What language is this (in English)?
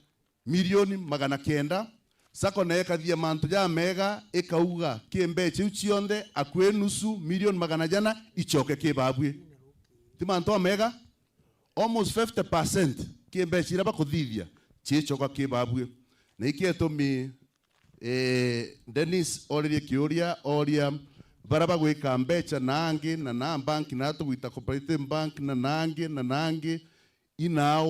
Meru